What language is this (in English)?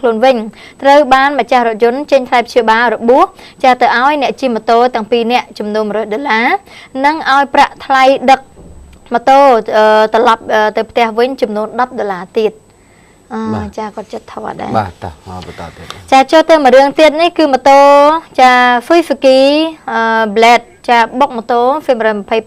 Khmer